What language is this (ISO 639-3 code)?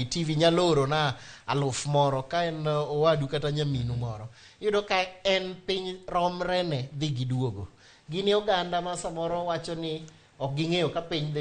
luo